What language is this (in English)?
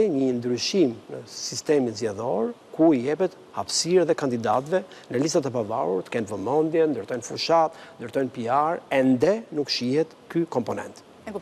Albanian